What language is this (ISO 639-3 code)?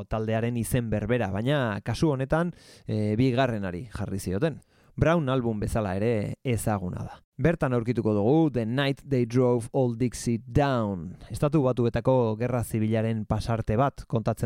eus